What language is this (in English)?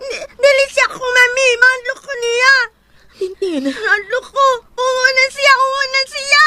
Cebuano